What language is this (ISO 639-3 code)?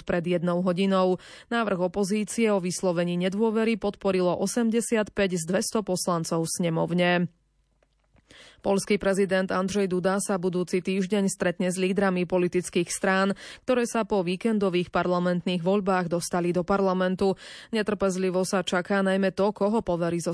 slk